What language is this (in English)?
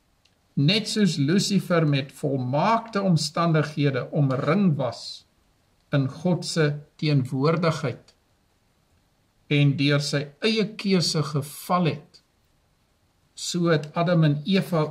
Afrikaans